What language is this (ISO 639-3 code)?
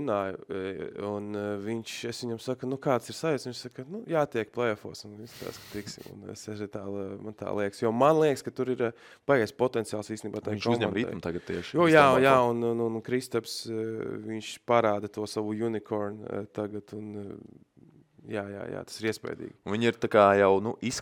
lav